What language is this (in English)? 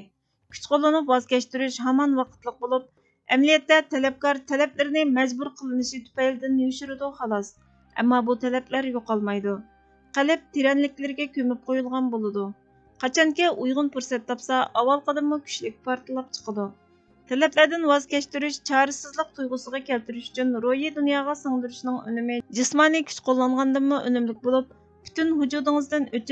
Uyghur